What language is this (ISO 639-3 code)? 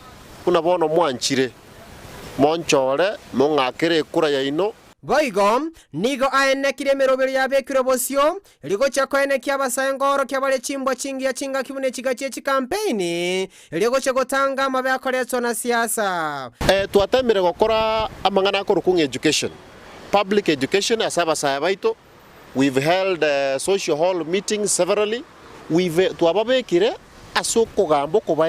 guz